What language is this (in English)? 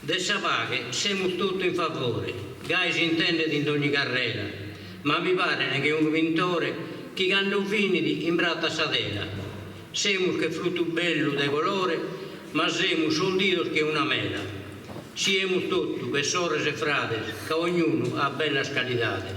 Sardinian